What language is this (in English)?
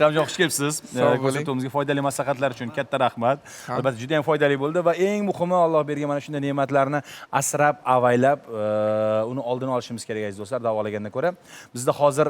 Uzbek